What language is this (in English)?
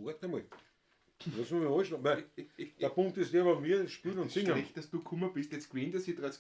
Bavarian